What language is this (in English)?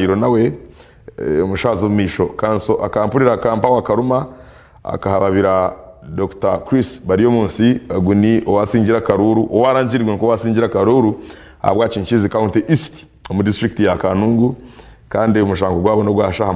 Nyankole